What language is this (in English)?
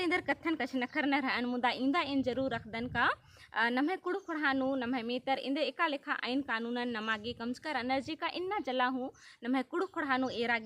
Kurukh